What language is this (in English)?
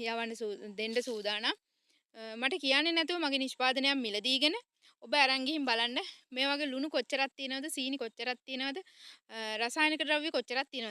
Sinhala